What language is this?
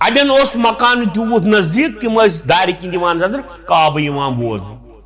Kashmiri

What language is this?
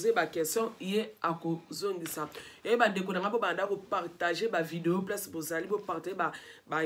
Lingala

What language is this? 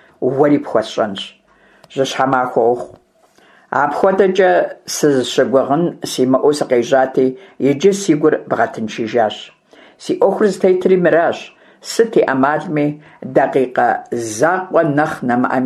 Kabardian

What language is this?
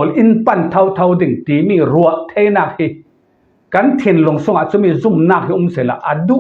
Falam Chin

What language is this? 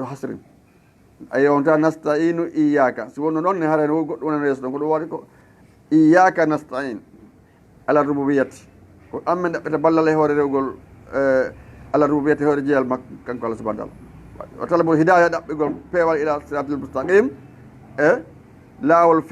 Fula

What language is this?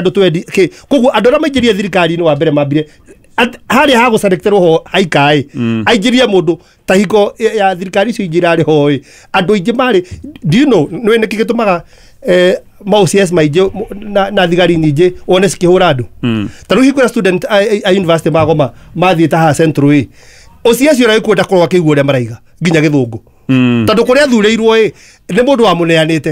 Kikuyu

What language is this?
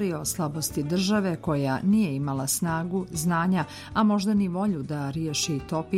Serbian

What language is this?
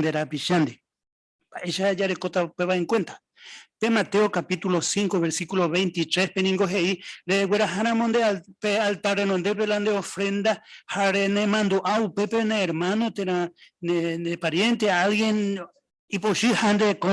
Guarani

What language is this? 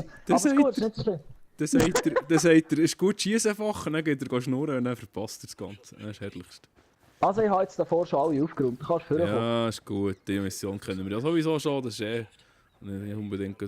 Swiss German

